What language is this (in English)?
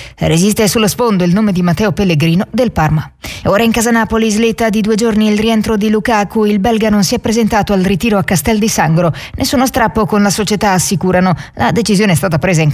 Italian